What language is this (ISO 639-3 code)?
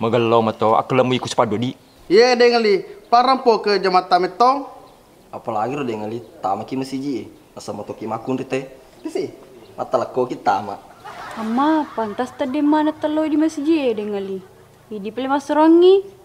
bug